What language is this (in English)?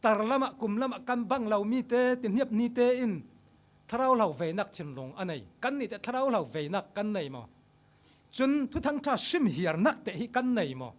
Falam Chin